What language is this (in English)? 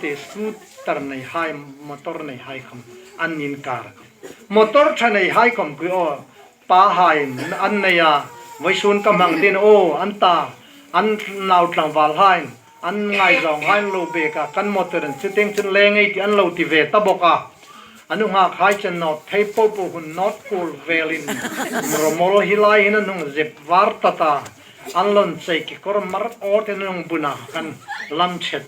Hmar